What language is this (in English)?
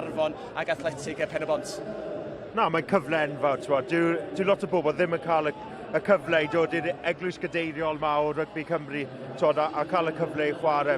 Welsh